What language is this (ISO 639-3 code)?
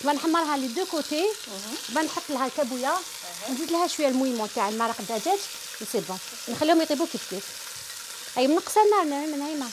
arq